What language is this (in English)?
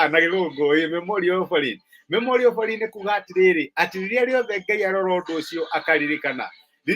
Kikuyu